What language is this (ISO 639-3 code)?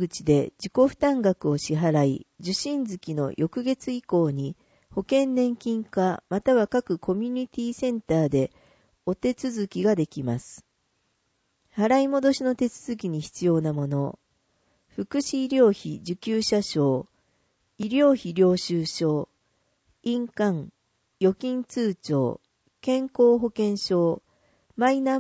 jpn